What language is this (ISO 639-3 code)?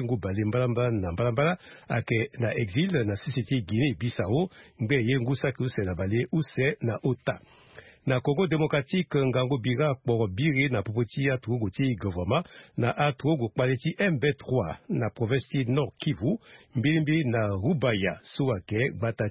sag